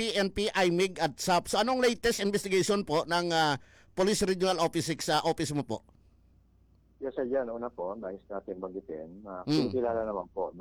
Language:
Filipino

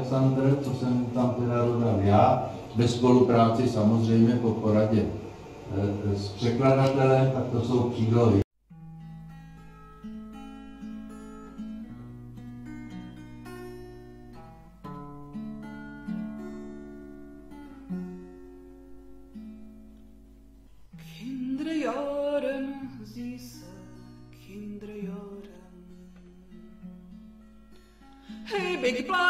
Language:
Czech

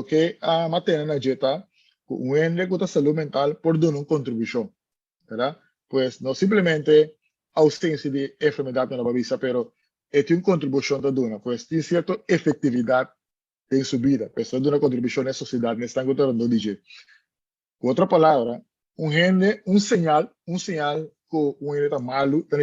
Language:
Papiamento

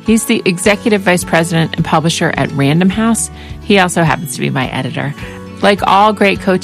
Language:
English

